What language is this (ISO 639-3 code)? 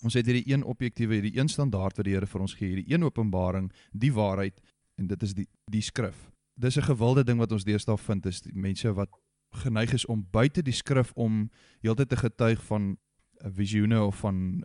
afr